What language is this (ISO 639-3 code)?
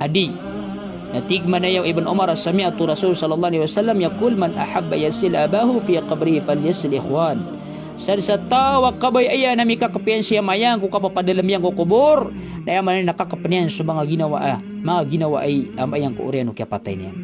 mrw